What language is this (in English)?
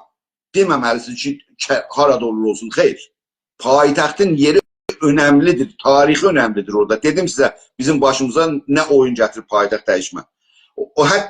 South Azerbaijani